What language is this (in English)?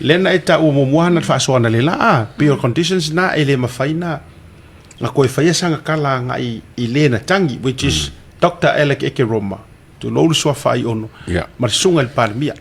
Samoan